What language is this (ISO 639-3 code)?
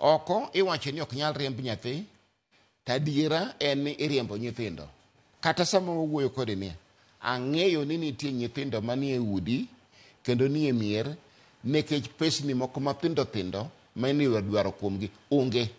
luo